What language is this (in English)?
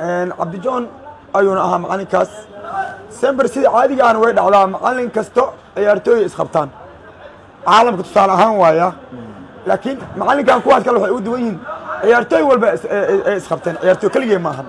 Somali